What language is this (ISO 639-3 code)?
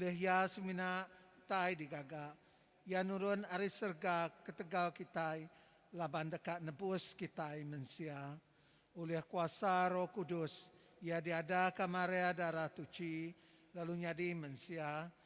iba